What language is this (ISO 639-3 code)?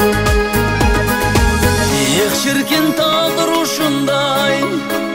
kir